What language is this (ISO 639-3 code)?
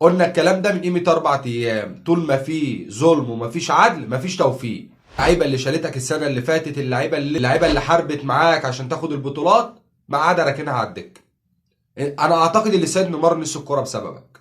arz